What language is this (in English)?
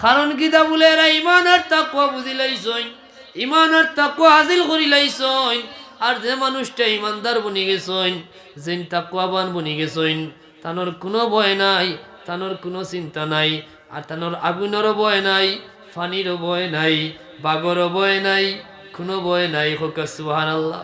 Sylheti